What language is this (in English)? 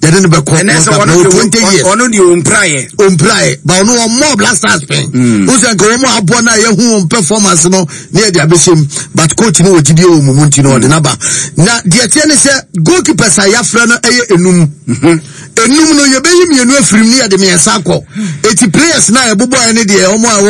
Akan